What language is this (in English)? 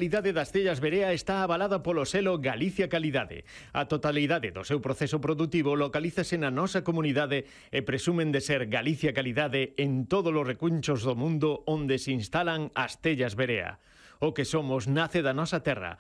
Galician